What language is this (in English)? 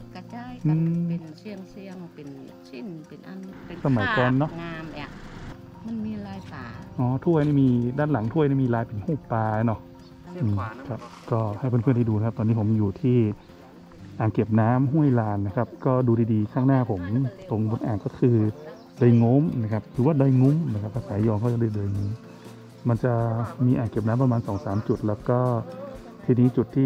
Thai